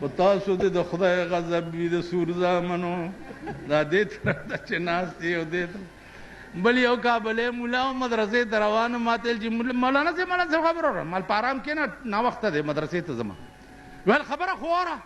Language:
Pashto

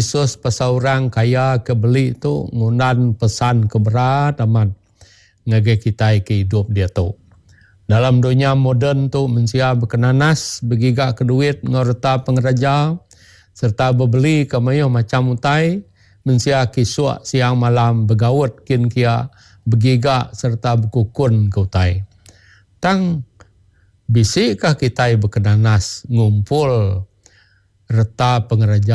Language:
Iban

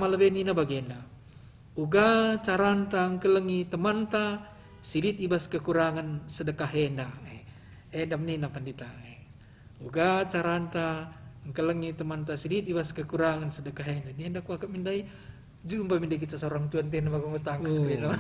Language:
Batak Karo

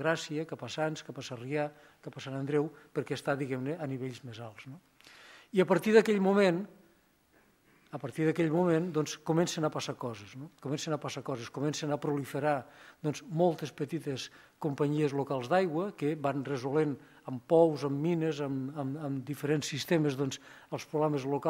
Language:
Catalan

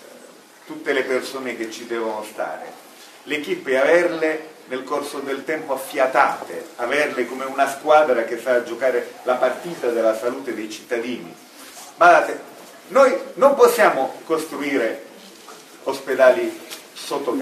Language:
Italian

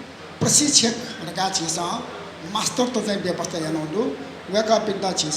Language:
Newari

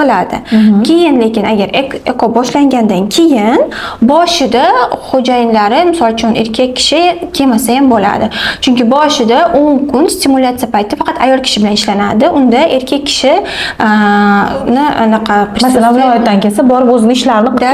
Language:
Uzbek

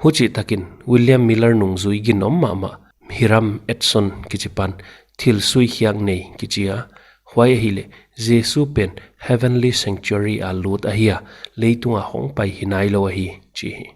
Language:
Paite Chin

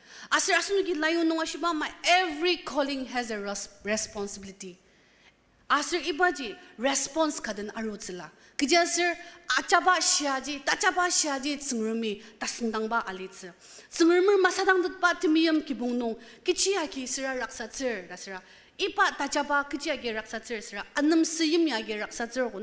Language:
Ao Naga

